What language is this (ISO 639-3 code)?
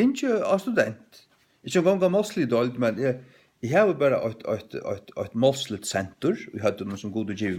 fao